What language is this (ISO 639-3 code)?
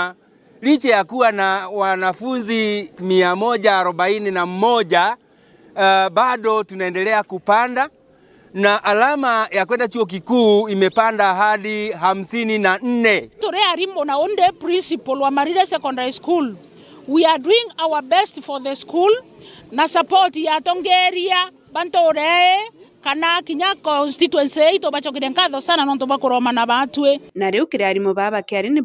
mer